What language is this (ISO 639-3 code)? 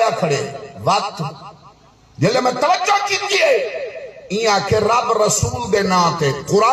skr